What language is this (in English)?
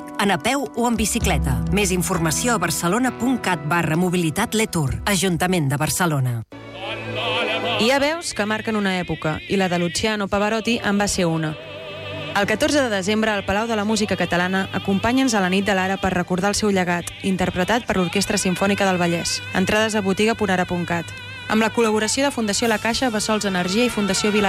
Catalan